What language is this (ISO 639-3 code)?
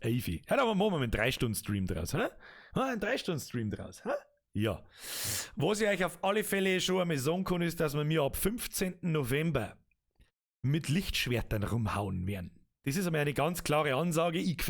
bar